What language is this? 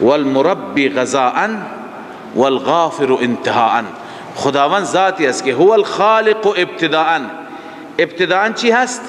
Persian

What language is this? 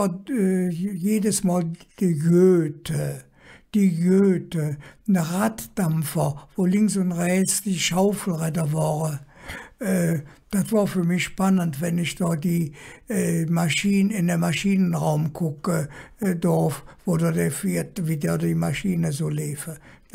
Colognian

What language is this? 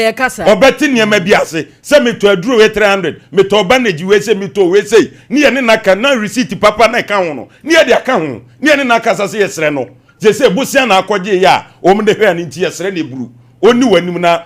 Akan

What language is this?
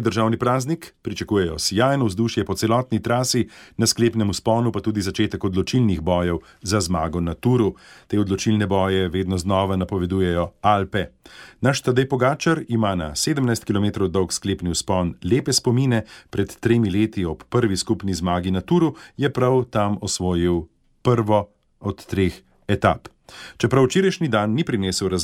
Slovenian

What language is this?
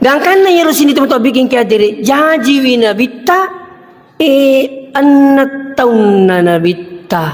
Buginese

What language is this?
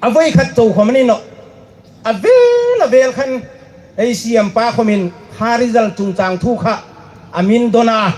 Hmar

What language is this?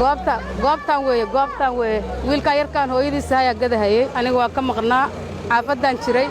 Somali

